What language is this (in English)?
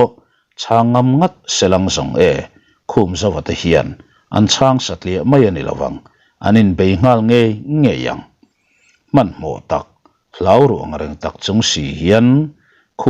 Mizo